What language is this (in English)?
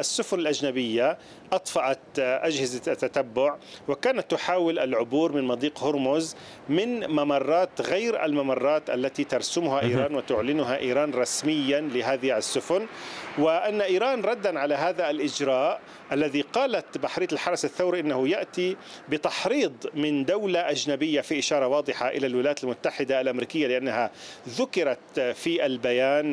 Arabic